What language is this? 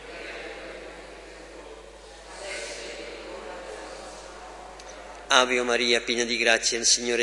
Italian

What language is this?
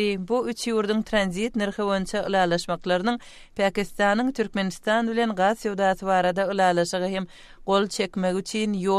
Kyrgyz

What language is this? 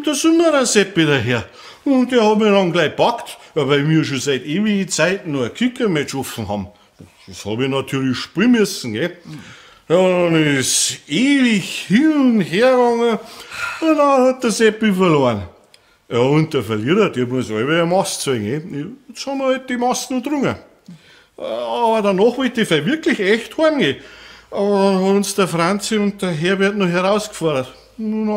Bavarian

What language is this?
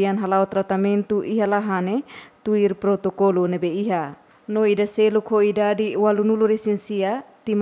Tetum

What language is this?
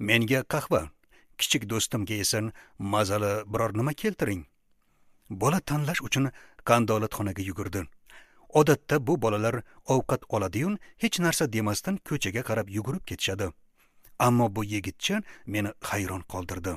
Uzbek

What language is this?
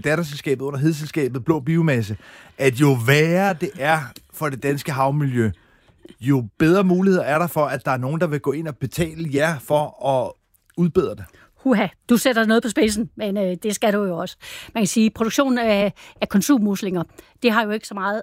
Danish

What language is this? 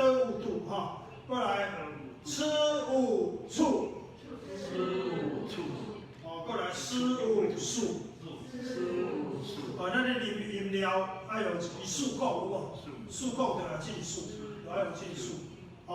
Min Nan Chinese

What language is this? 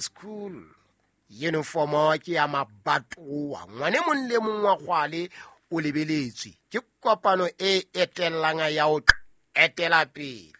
Southern Sotho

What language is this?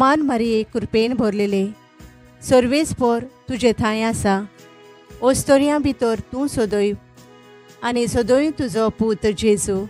Konkani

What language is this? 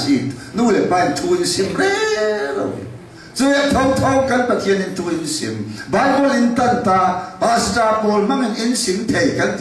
Falam Chin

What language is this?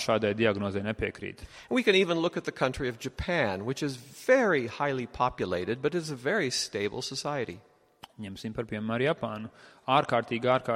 Latvian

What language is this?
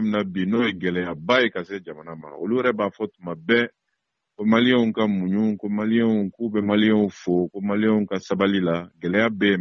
Bambara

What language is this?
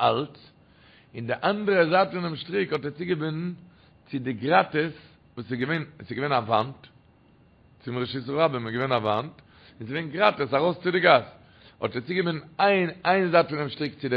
Yiddish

